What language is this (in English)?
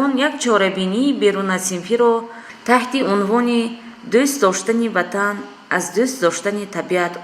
Tajik